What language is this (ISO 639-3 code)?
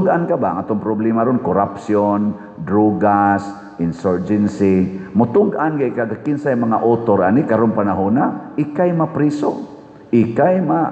ceb